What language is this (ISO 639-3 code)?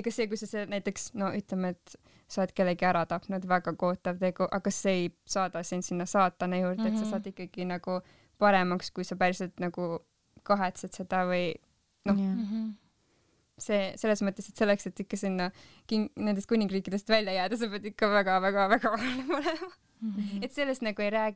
est